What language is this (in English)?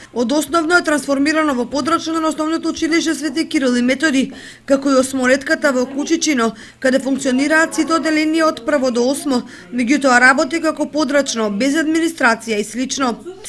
Macedonian